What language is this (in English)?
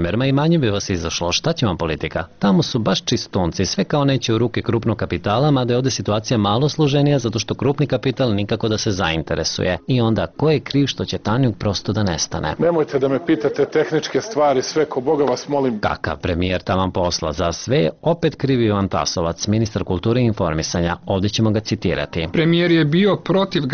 Serbian